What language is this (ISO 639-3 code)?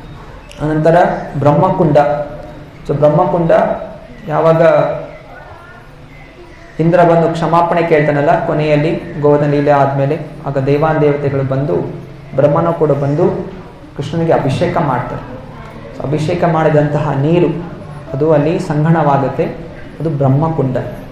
kan